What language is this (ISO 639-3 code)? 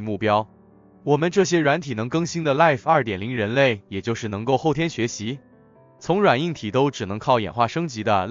zho